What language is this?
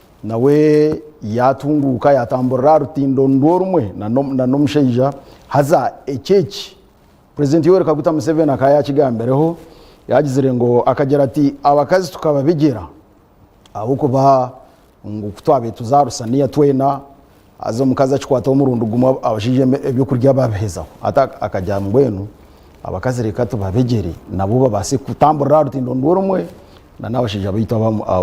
Nyankole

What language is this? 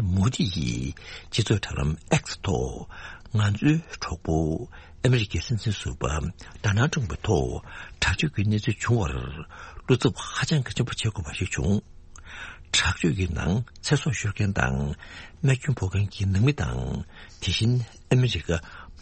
Tibetan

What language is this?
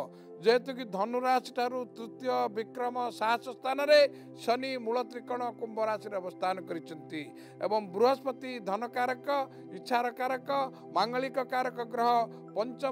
Odia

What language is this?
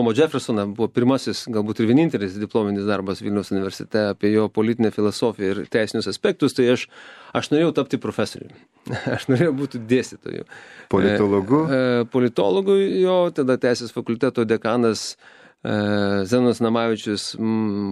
Lithuanian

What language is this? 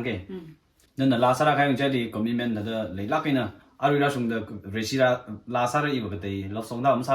Tangkhul Naga (India)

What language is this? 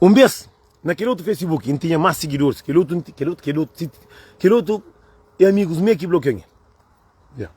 Kabuverdianu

